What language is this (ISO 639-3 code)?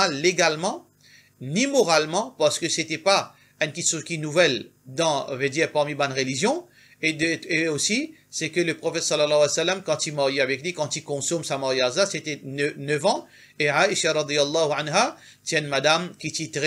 mfe